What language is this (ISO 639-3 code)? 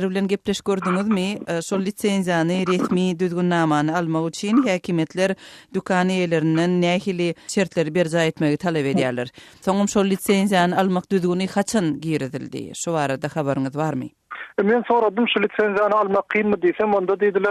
tuk